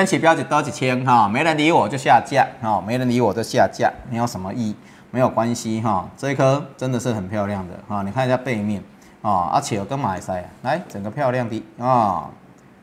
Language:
Chinese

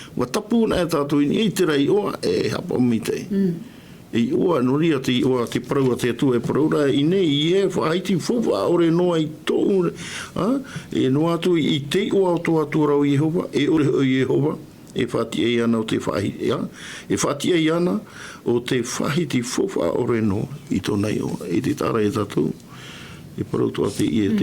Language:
Tahitian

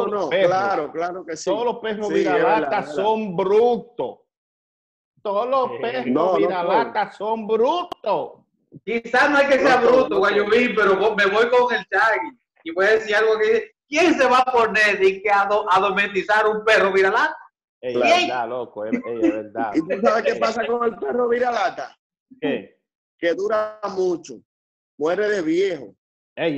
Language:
Spanish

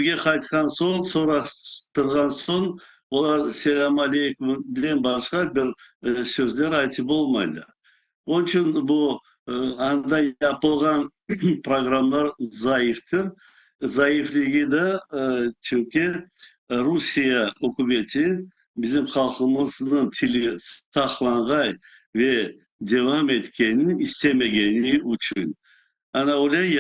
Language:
Crimean Tatar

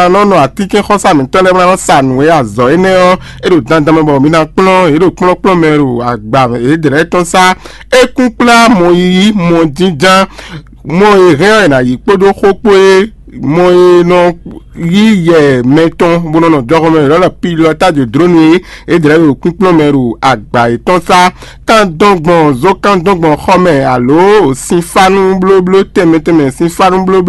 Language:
Fon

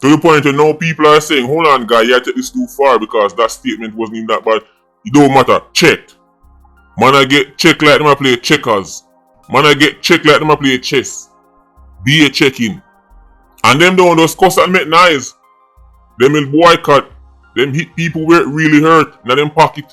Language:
Jamaican Creole English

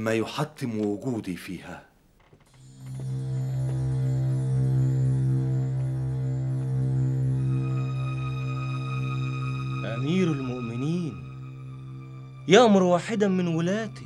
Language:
Egyptian Arabic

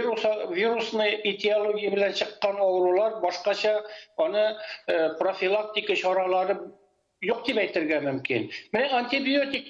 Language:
Tatar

